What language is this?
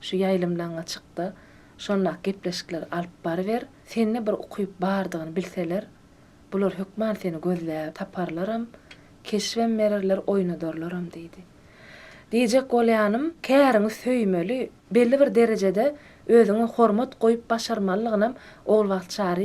Turkmen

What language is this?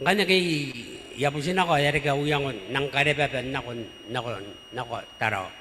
Gilbertese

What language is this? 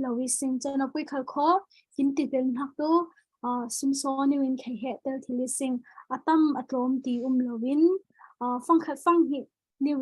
Falam Chin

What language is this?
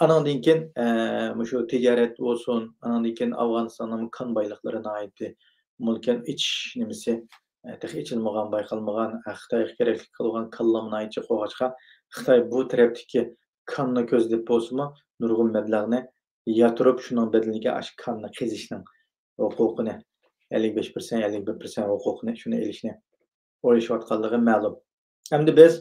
Uyghur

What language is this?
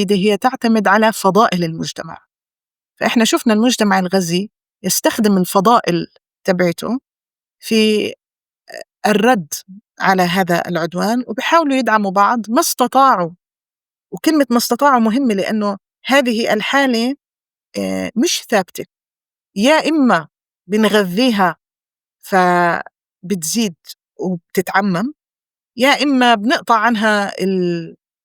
North Levantine Arabic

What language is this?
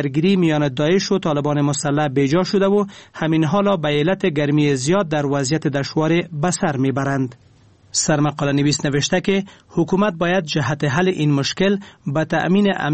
Persian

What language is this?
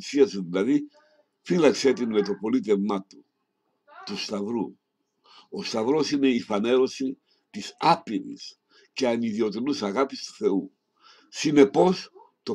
Greek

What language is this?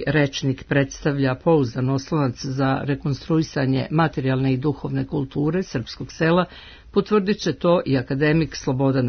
Serbian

